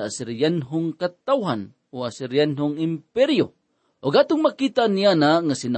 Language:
Cebuano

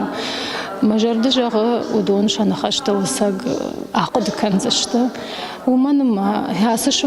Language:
Ossetic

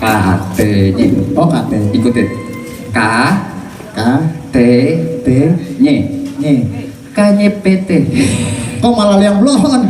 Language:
Betawi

